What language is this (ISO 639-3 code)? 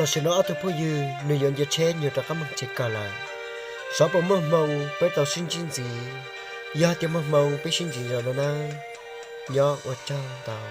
hmn